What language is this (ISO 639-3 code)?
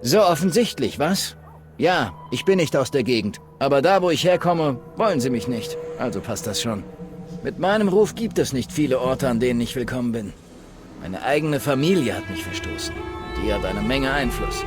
bar